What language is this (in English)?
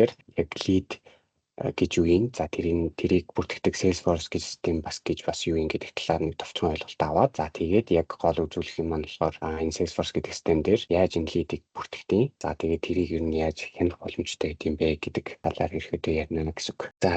Mongolian